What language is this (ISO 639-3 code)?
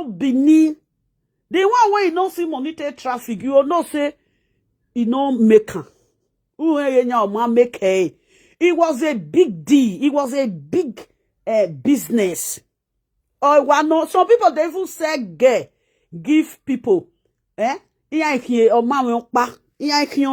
pcm